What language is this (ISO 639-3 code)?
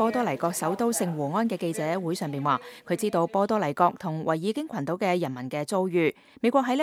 yue